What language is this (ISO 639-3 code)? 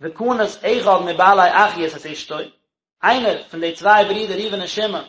yid